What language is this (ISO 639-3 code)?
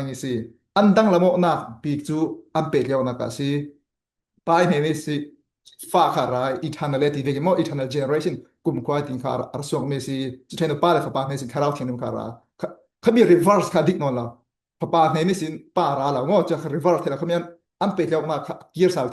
cfm